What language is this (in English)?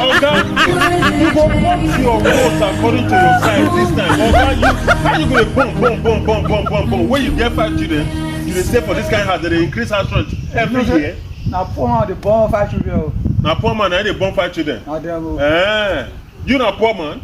Nigerian Pidgin